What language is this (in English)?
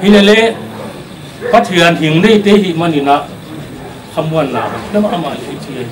Paite Chin